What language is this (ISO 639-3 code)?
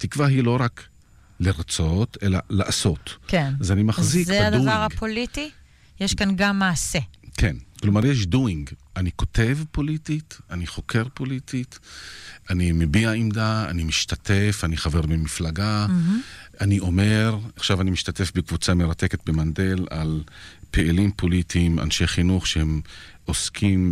heb